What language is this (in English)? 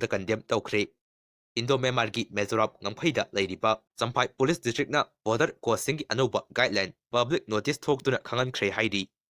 Manipuri